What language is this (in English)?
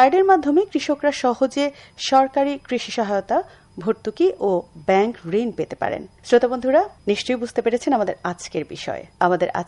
Bangla